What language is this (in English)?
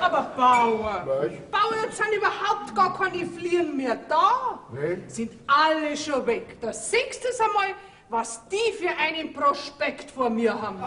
Bavarian